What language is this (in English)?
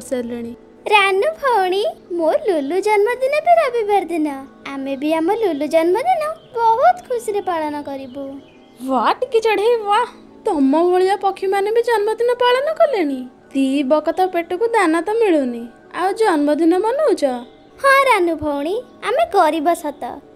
Odia